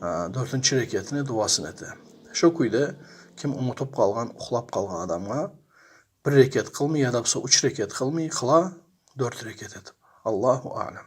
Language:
Kumyk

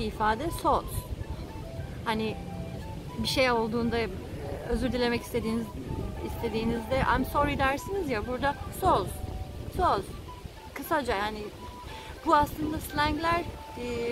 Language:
Turkish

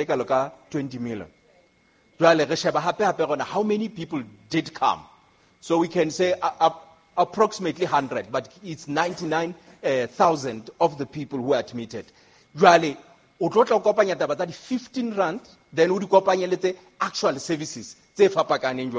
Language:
Southern Sotho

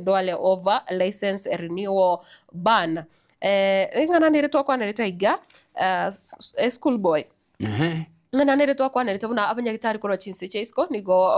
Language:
Gusii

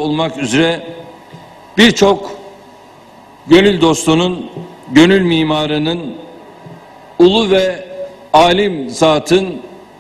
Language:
Turkish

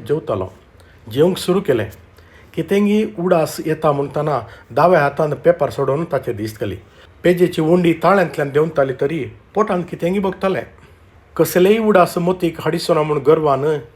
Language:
Konkani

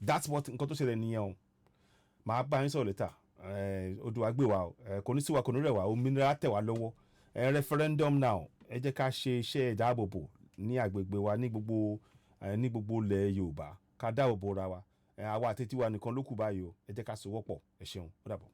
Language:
Yoruba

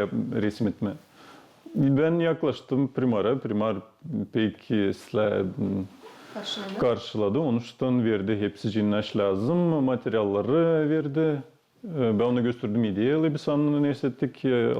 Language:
Gagauz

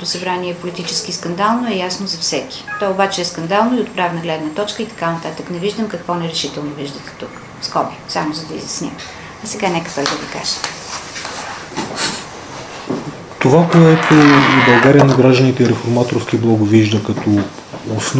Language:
Bulgarian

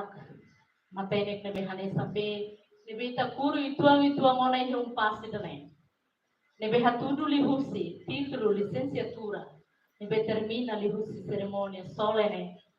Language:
Tetum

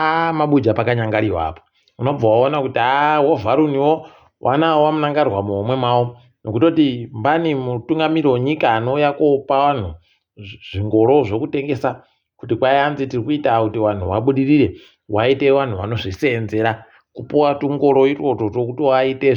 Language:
Ndau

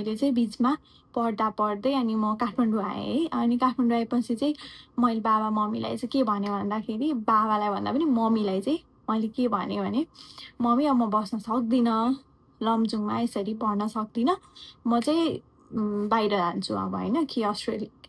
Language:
Nepali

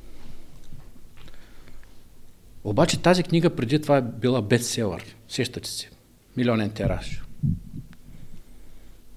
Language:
Bulgarian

